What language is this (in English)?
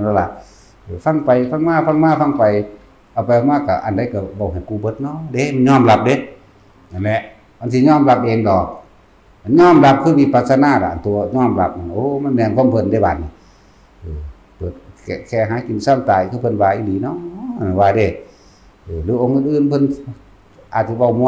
Northeastern Thai